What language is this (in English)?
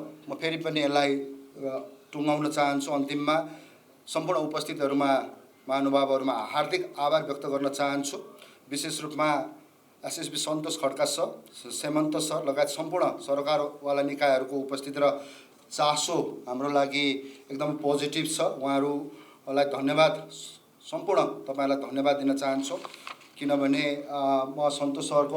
Nepali